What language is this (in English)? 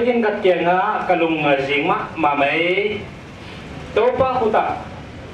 Paite Chin